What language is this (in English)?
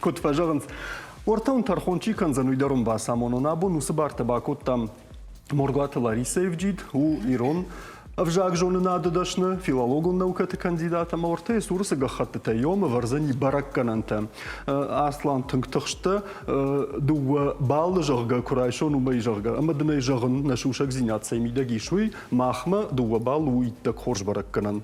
Ossetic